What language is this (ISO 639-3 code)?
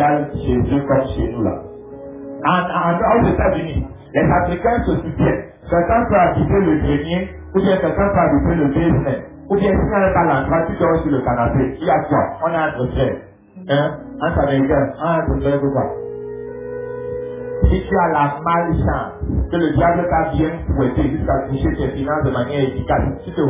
fra